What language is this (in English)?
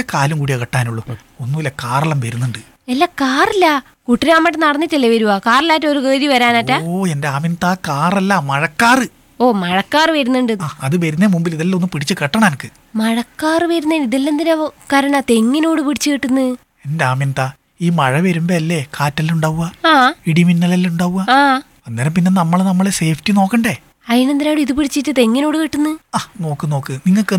Malayalam